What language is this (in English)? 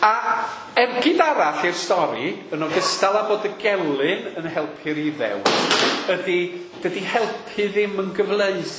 Welsh